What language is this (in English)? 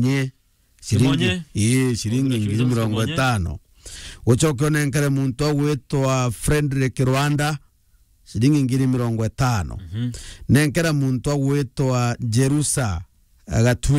Meru